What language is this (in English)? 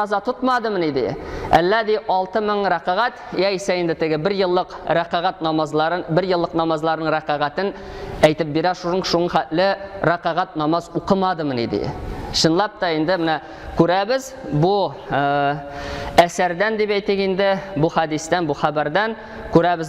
Tatar